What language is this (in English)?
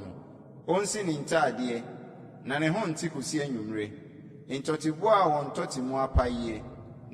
Akan